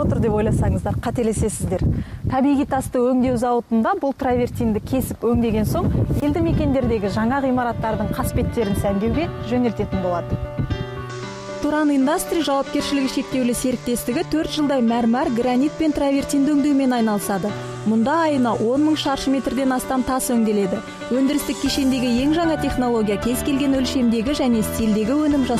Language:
Kazakh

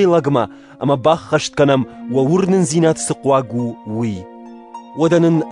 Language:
Ossetic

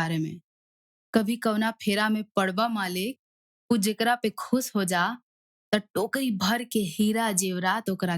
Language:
Bhojpuri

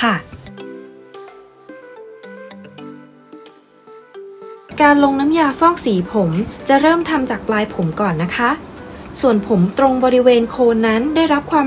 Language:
Thai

